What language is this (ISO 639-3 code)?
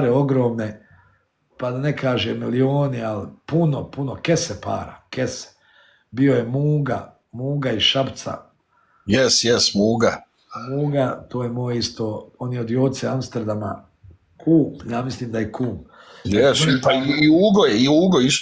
bos